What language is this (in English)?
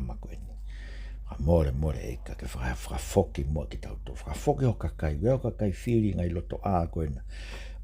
Tongan